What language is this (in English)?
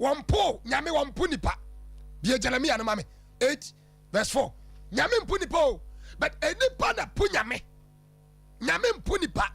Akan